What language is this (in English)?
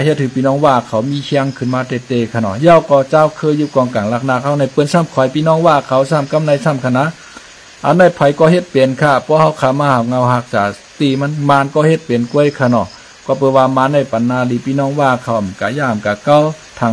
Shan